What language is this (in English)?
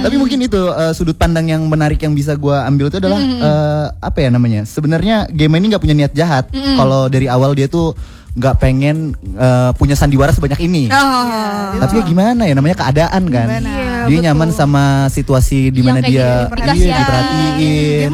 Indonesian